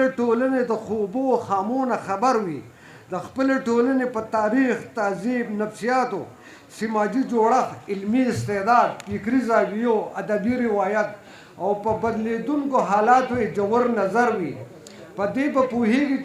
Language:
Pashto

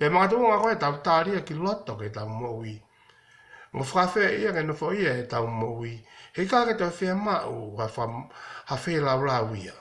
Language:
Tongan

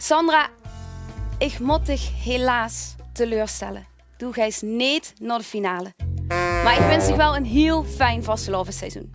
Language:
Limburgish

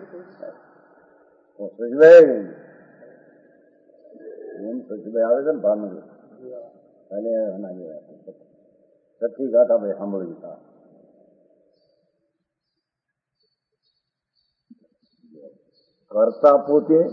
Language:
Gujarati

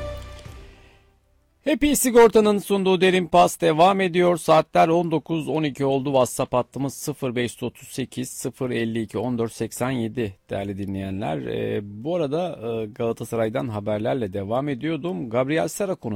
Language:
Turkish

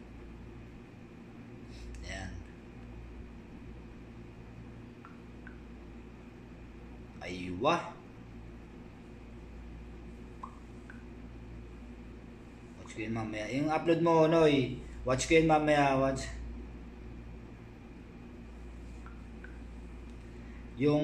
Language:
Filipino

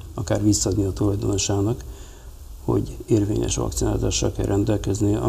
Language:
Hungarian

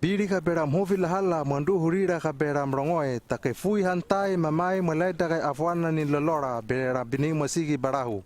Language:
Hano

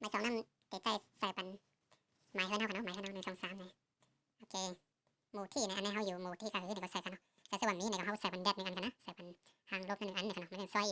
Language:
Shan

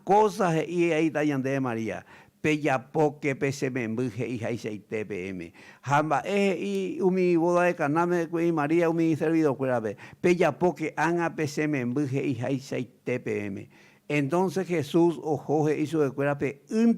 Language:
Guarani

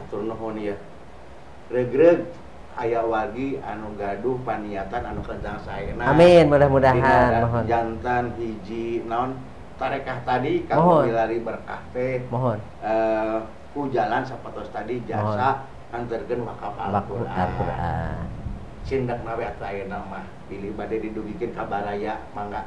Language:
Sundanese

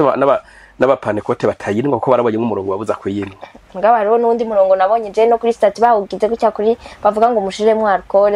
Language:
Rundi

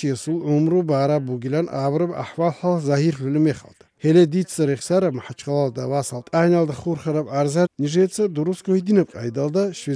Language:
Avaric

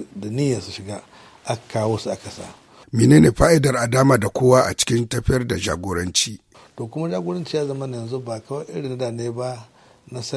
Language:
Hausa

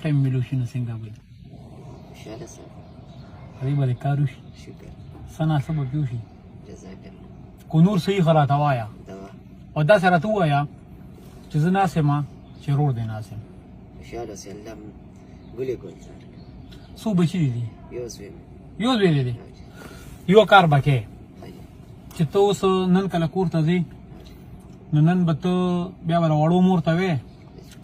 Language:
Pashto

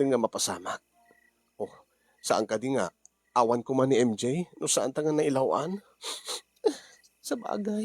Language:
Iloko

